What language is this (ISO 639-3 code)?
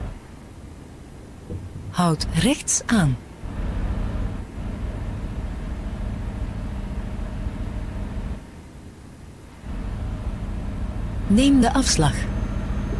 nld